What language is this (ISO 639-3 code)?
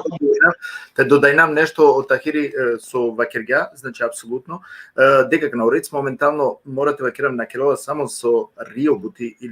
rmn